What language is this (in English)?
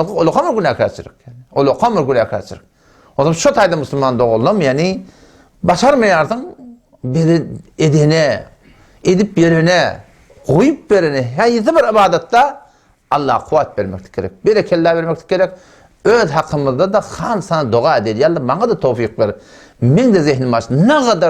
Turkmen